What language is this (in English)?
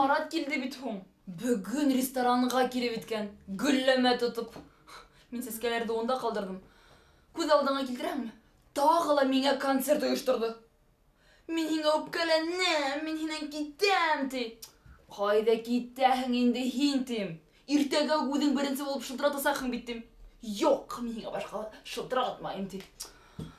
Bashkir